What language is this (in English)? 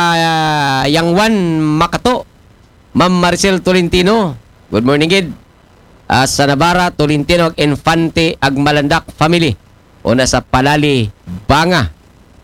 Aklanon